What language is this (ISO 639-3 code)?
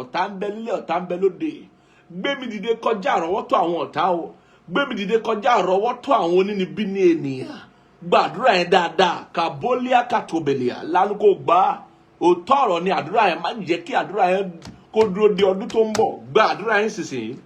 yor